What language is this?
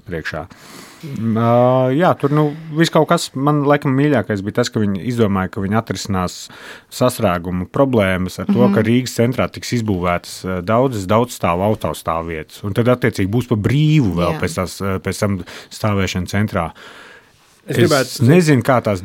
Latvian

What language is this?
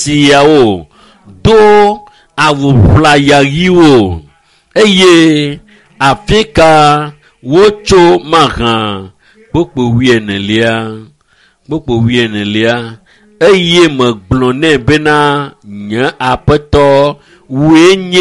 Ewe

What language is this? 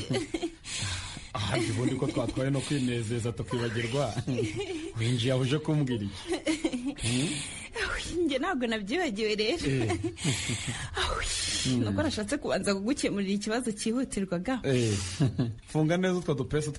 Kinyarwanda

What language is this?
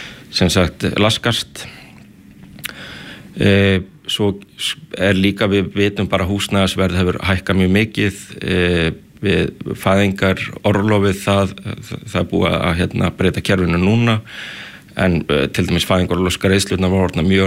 Icelandic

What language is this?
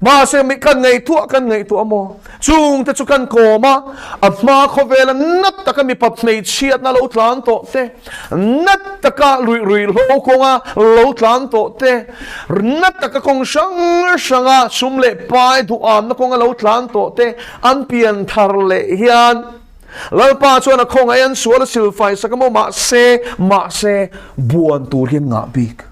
Mizo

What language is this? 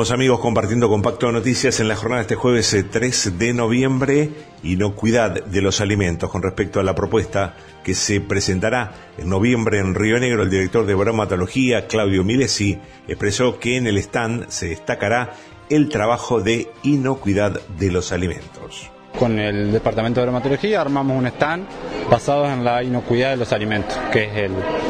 Spanish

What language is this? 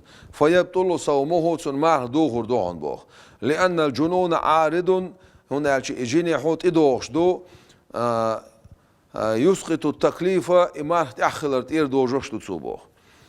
Chechen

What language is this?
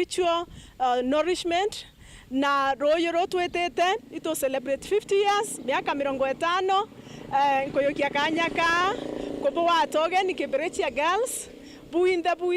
Meru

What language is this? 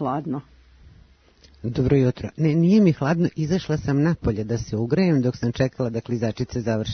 Serbian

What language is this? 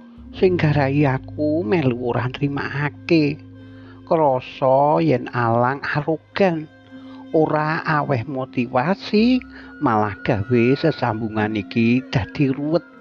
Javanese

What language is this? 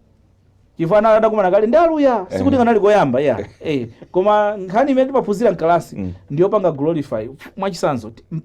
Nyanja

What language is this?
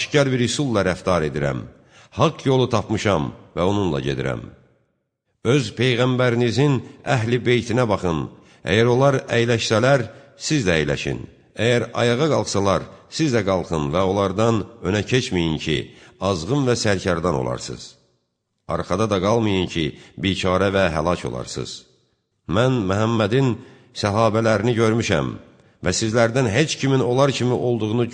Azerbaijani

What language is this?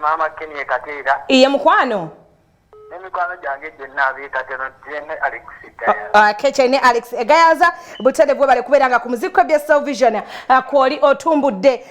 Ganda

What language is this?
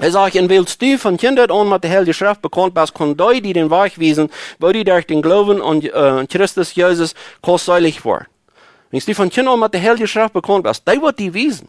Plautdietsch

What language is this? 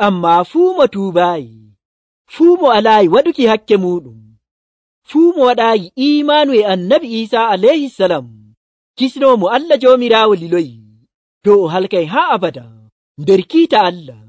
Nigerian Fulfulde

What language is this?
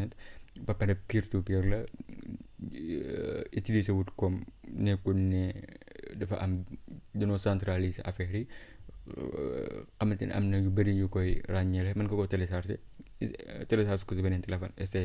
Wolof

